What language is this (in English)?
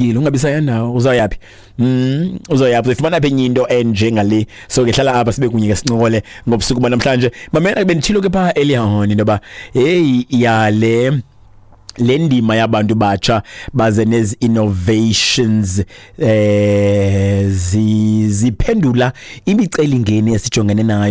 Xhosa